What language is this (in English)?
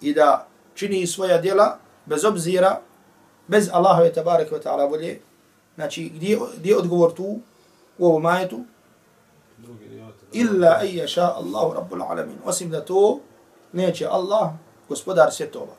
Bosnian